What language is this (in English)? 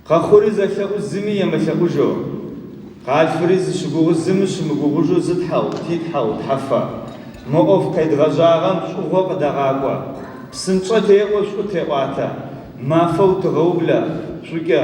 Adyghe